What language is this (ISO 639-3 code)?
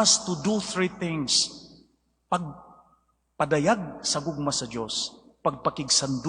ceb